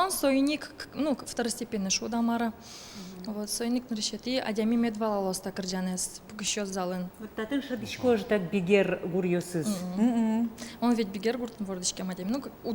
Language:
Udmurt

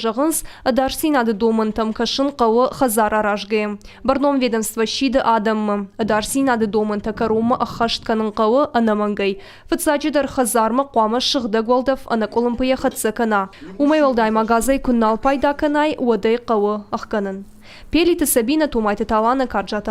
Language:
Ossetic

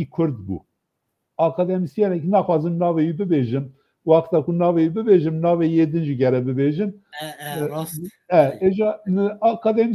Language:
Kurdish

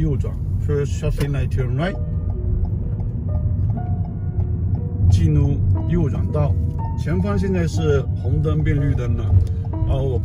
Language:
Chinese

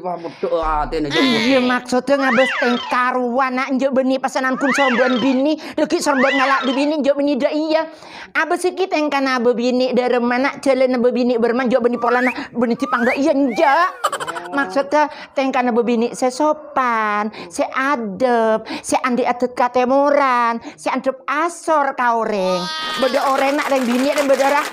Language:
Madurese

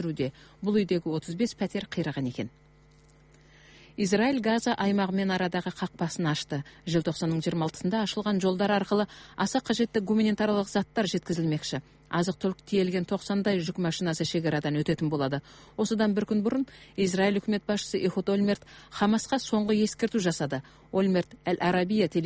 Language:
Kazakh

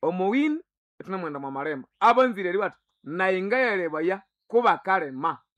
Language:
Nande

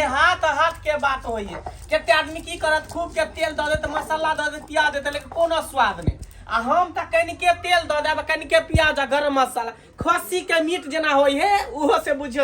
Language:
Maithili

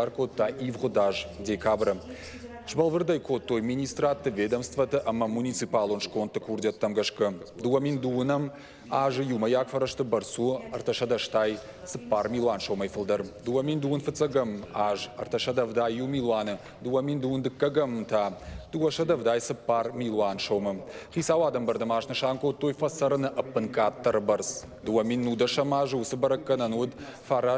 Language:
Ossetic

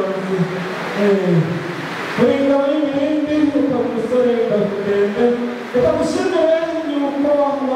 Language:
Kinyarwanda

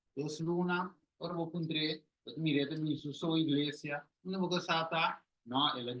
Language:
Papiamento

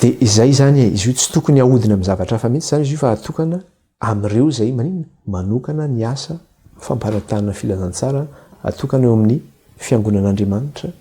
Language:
Malagasy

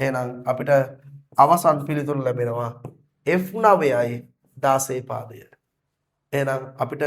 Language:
Sinhala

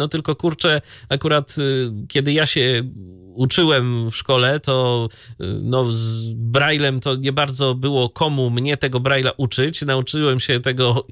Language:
Polish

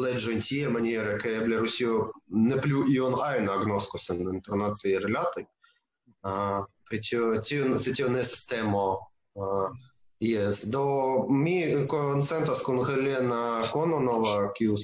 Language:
Esperanto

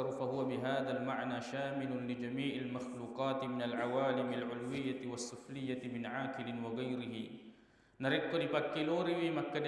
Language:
Buginese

